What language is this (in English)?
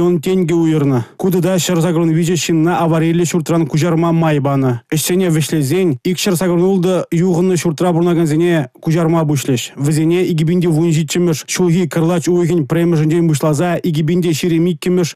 Chuvash